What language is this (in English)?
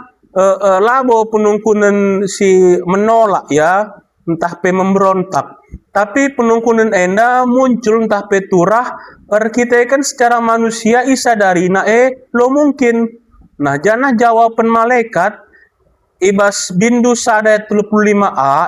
Batak Karo